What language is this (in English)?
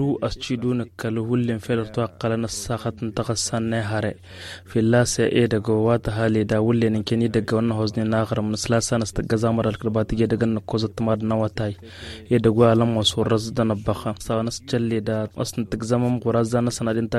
Tamasheq